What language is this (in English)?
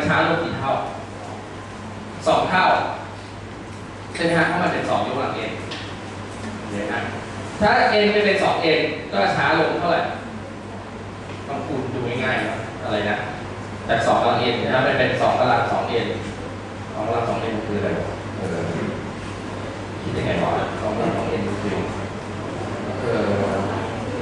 Thai